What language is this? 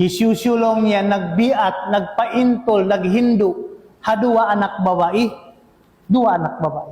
Tausug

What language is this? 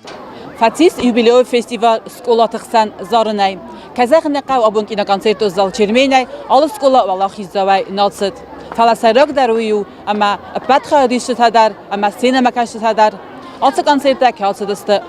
Ossetic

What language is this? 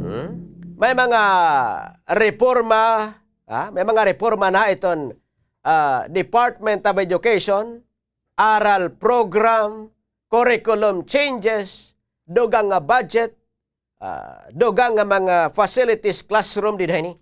Waray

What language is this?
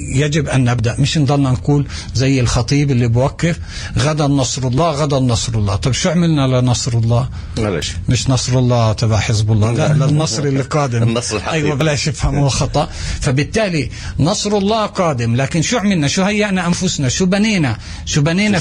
North Levantine Arabic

